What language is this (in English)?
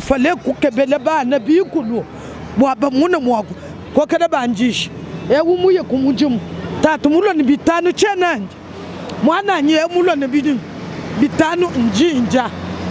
Luba-Lulua